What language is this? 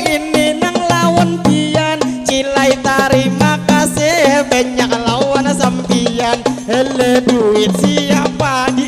Banjar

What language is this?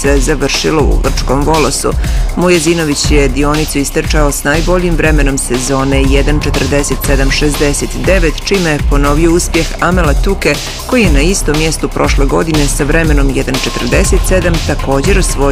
Bosnian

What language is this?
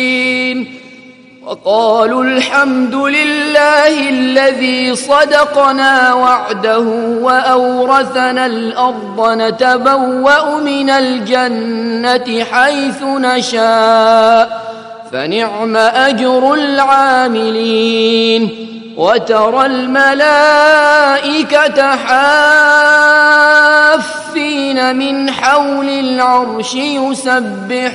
Arabic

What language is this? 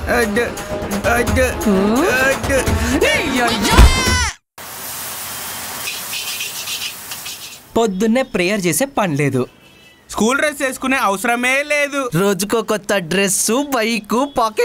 Telugu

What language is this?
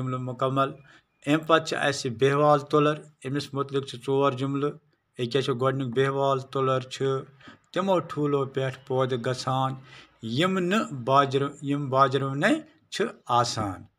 Kashmiri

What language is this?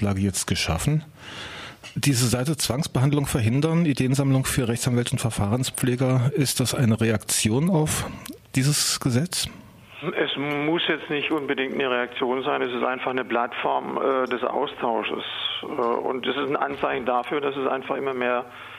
German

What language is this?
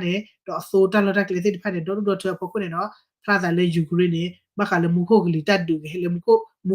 S'gaw Karen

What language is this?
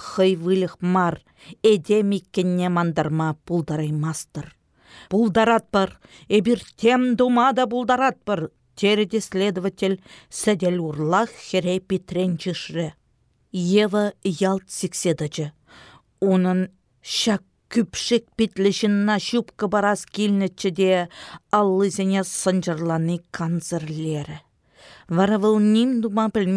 Chuvash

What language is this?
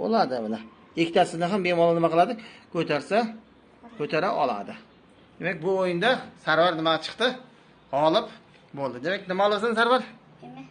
Uzbek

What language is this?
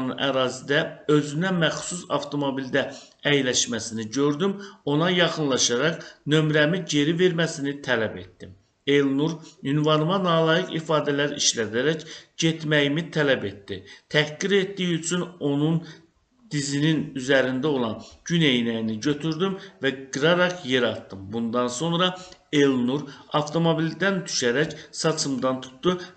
Azerbaijani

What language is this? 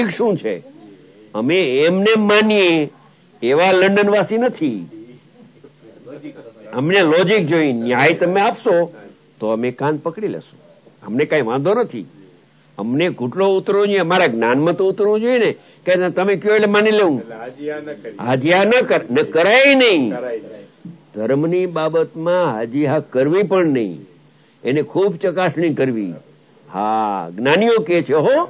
Gujarati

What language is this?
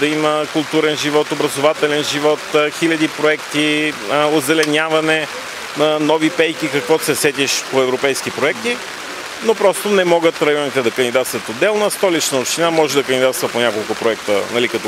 Bulgarian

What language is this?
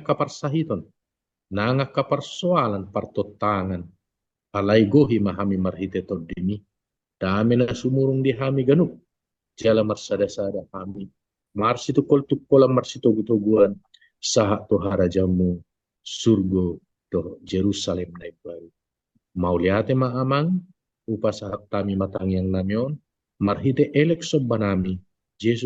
Batak Toba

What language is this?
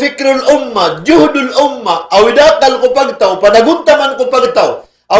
Maranao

